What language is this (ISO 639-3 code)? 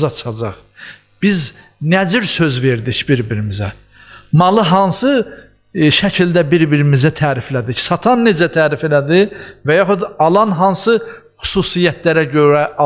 aze